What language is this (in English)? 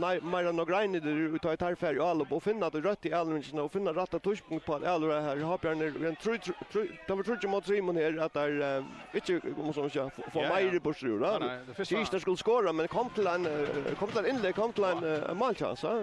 Faroese